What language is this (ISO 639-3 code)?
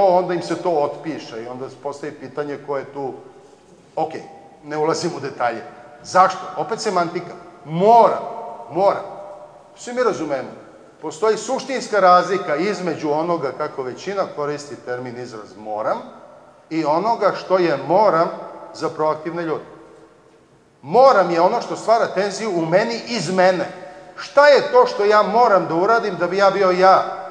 srp